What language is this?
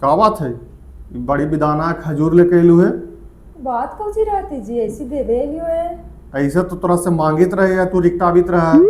Magahi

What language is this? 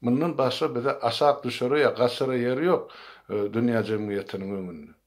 Turkmen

